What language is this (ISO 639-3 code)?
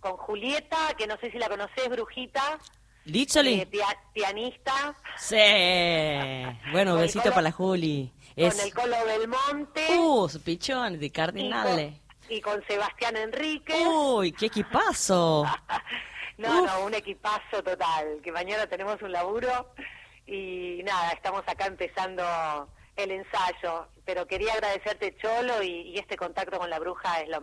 spa